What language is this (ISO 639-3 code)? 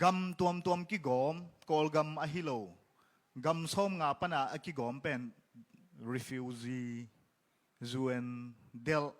ctd